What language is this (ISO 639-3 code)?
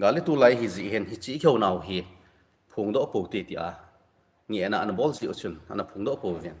tcz